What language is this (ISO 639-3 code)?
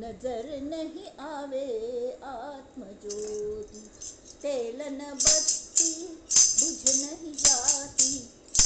kok